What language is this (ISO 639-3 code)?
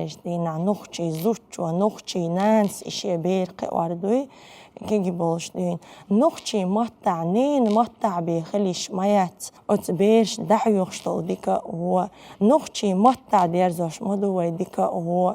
che